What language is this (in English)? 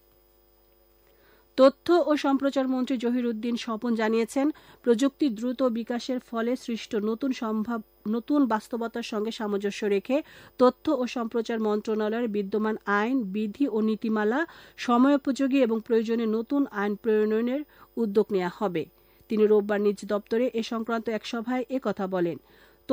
Bangla